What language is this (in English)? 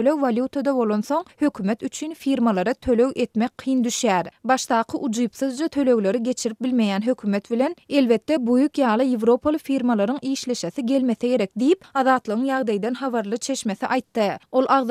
Turkmen